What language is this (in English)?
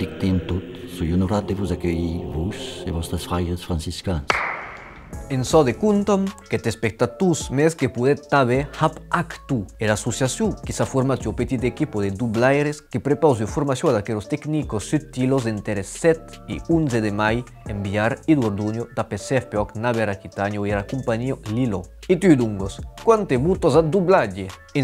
Occitan